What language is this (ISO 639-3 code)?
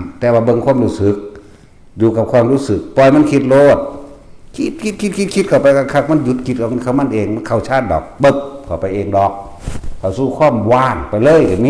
tts